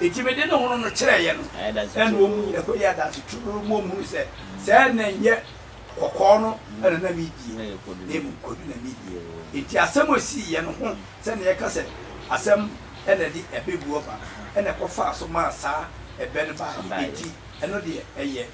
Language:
Akan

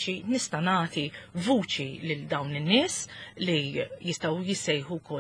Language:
Maltese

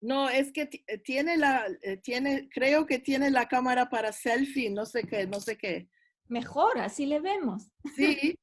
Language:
Ladino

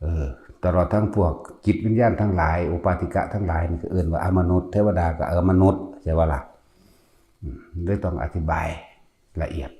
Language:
Northeastern Thai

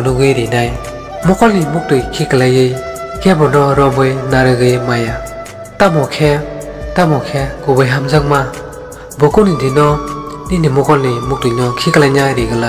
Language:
Kok Borok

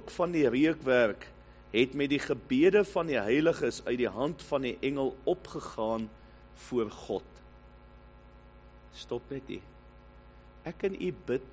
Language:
Afrikaans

